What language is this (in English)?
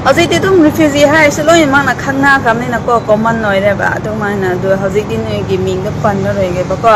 Manipuri